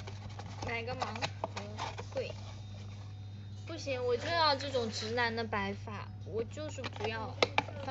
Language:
Chinese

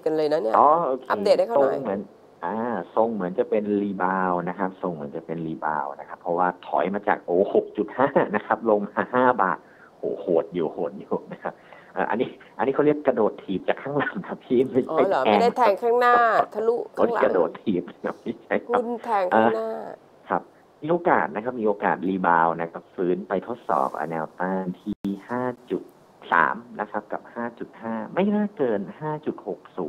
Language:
Thai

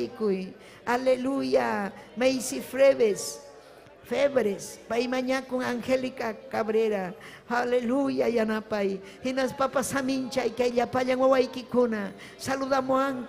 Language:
Ayacucho Quechua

